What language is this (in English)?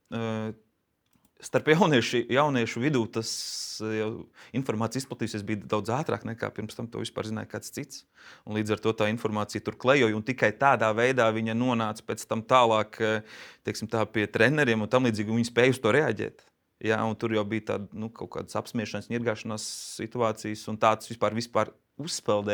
Latvian